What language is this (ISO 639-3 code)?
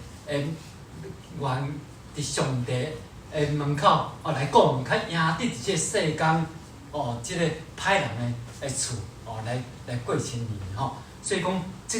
nan